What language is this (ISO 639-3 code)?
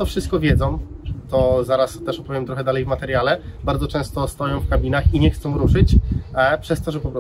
pol